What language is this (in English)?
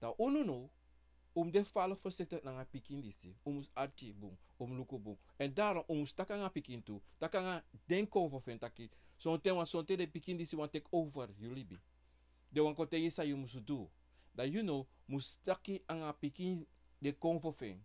Sranan Tongo